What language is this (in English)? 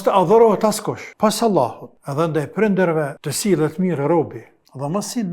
Albanian